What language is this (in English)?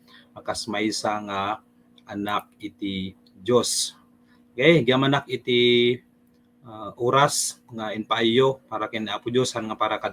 Iloko